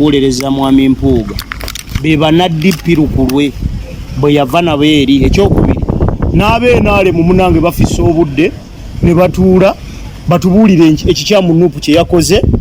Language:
Ganda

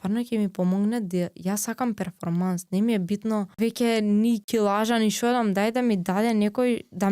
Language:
Macedonian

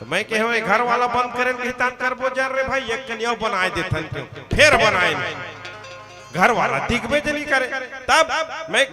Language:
Chhattisgarhi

